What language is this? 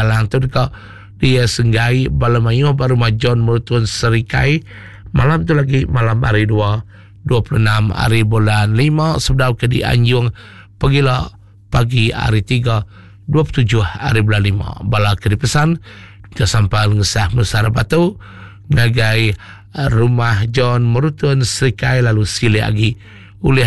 Iban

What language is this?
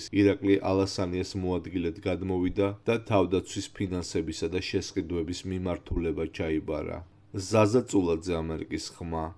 Georgian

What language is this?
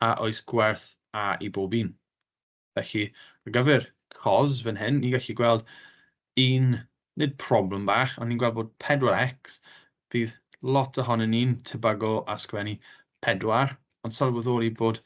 Welsh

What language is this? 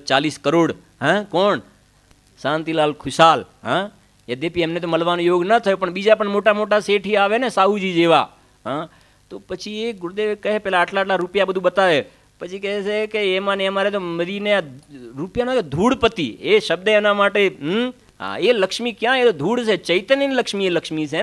Gujarati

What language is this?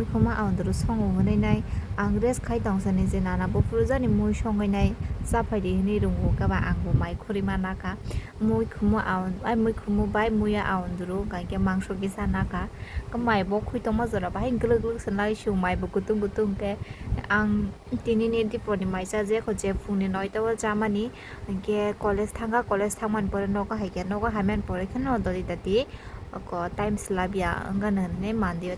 Kok Borok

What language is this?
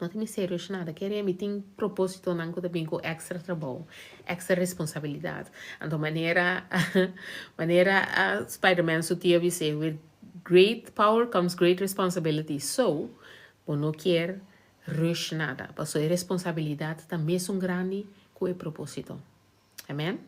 Papiamento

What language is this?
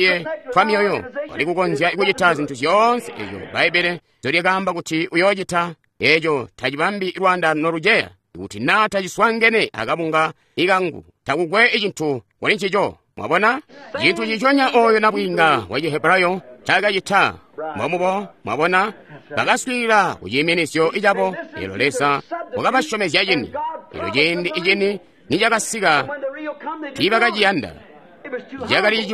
Tonga (Zambia)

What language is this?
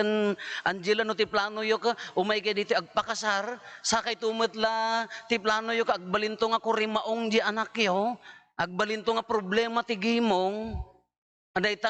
Iloko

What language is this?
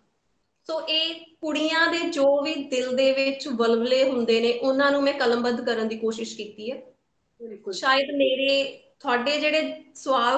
Punjabi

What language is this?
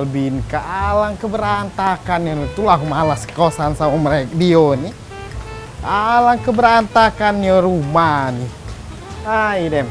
Musi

